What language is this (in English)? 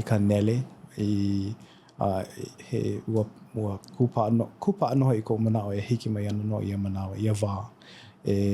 Hawaiian